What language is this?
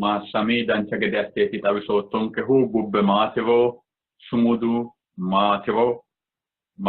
Sidamo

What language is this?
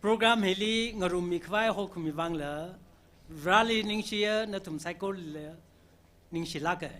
Tangkhul Naga (India)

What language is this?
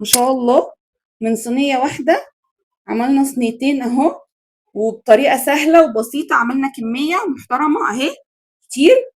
Egyptian Arabic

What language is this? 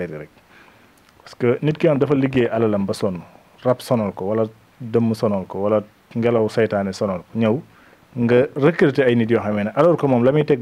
Wolof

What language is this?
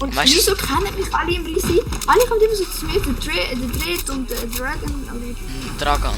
Swiss German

